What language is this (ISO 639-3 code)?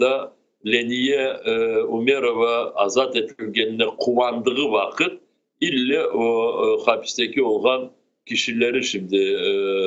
crh